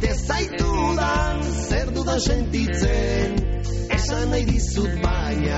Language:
Basque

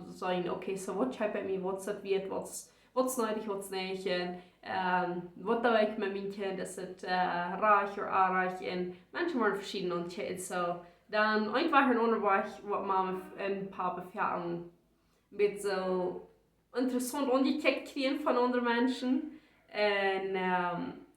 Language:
Plautdietsch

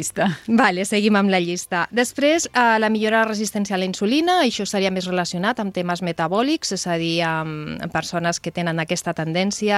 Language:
Catalan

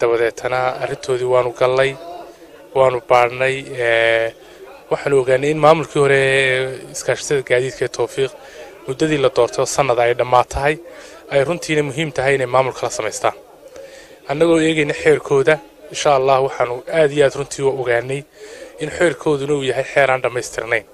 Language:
Somali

